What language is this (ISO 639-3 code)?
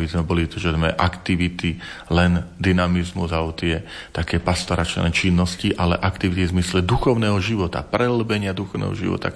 slk